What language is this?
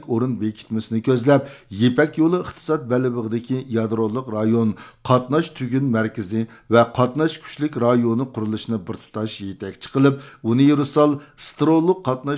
Uyghur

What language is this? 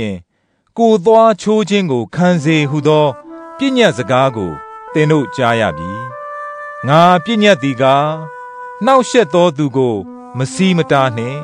Burmese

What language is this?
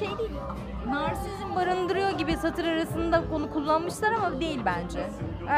Turkish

